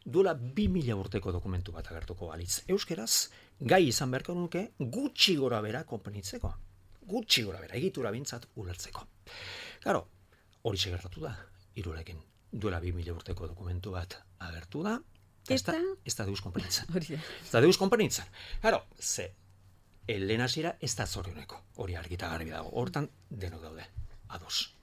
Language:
Basque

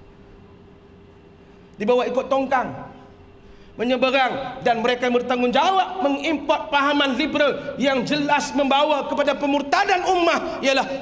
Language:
Malay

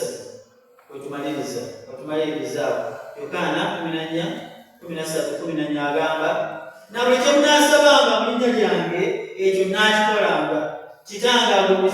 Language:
Ganda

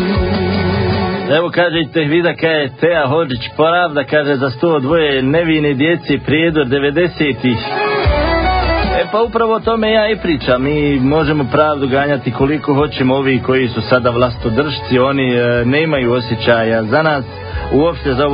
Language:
Bosnian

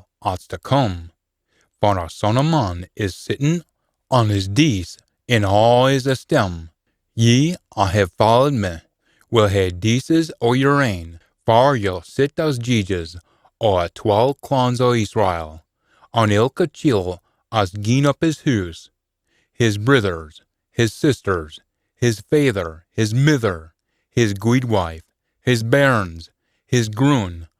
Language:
Scots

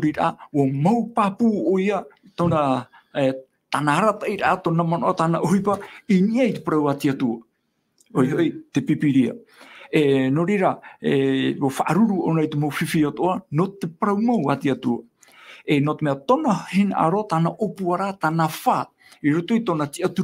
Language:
Tahitian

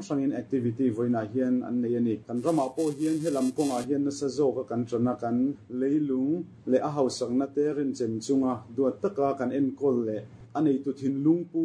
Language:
Mizo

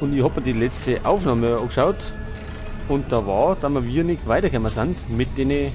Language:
Bavarian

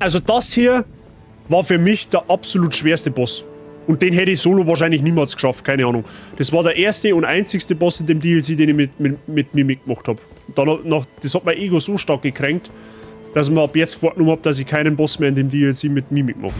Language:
Bavarian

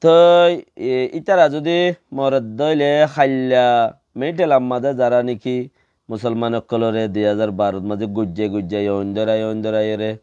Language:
Rohingya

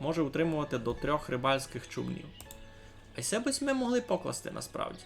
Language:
Rusyn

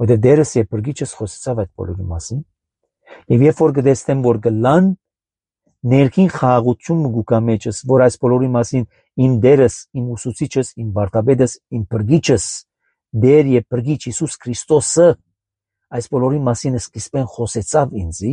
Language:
Armenian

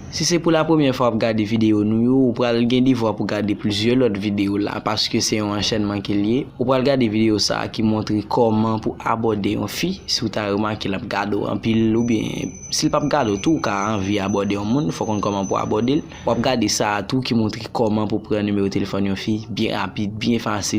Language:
Haitian Creole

